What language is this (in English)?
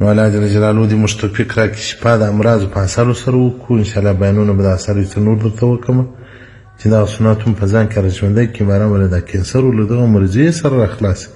Pashto